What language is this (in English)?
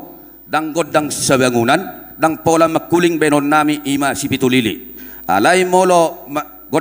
Batak Toba